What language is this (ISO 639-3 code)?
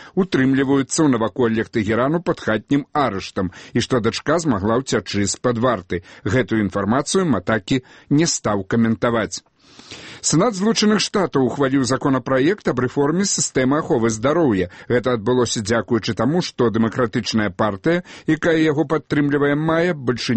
bel